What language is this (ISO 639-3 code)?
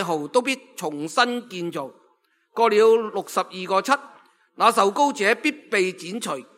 yue